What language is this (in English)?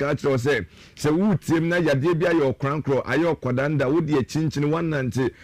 Akan